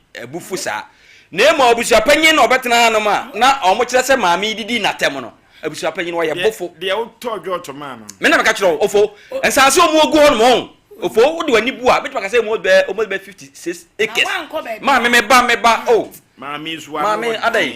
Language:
Akan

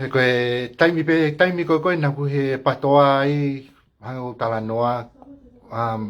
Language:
Tongan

